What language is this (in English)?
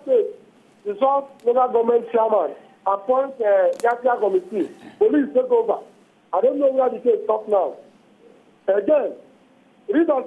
Nigerian Pidgin